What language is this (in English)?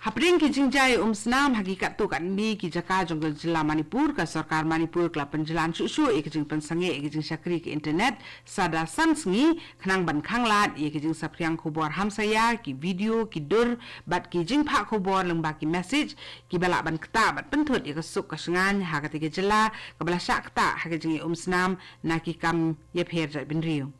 Khasi